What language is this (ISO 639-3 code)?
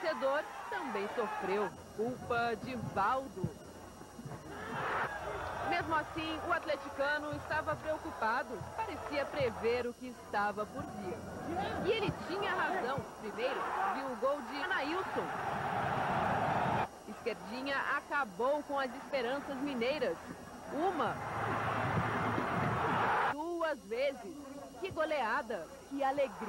por